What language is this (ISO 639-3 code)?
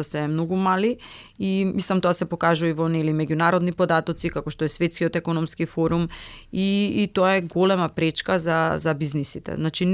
mkd